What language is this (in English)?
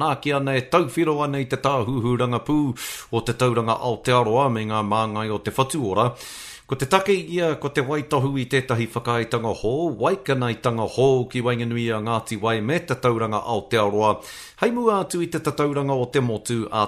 Māori